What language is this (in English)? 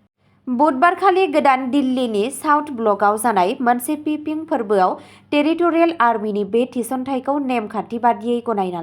Bodo